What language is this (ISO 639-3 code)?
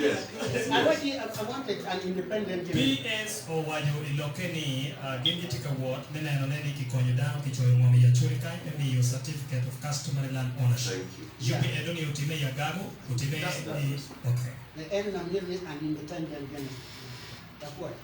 ach